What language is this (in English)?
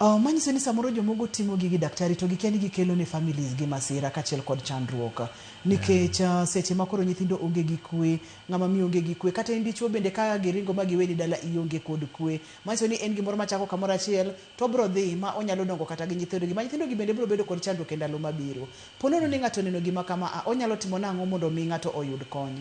Luo (Kenya and Tanzania)